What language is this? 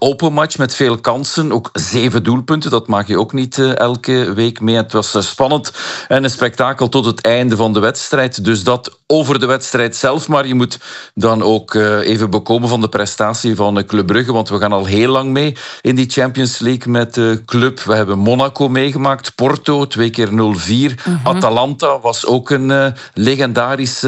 Dutch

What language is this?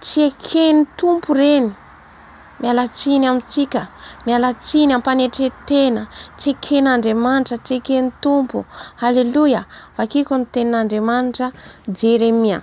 Malagasy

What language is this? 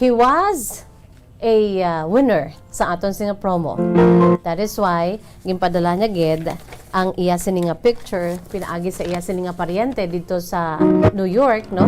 Hiligaynon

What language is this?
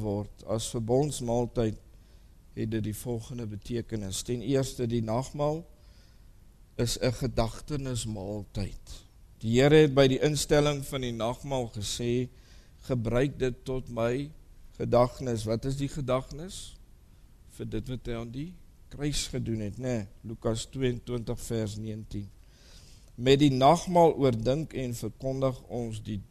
Afrikaans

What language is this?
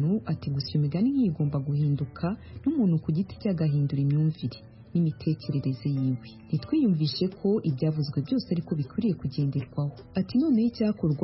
Kinyarwanda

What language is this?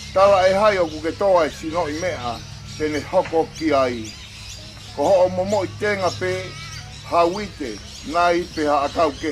Tongan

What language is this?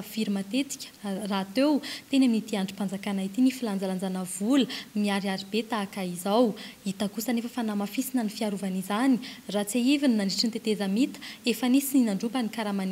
Malagasy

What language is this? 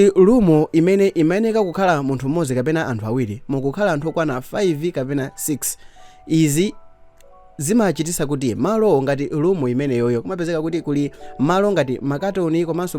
Nyanja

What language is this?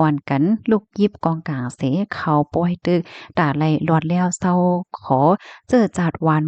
Shan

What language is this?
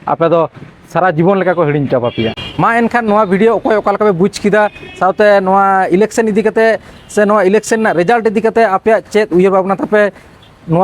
Santali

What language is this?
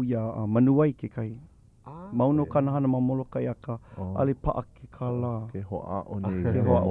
Hawaiian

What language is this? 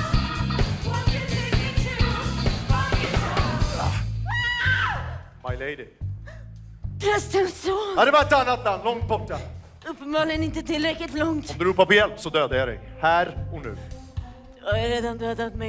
Swedish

